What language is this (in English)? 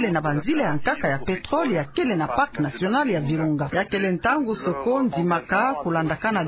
Kituba (Democratic Republic of Congo)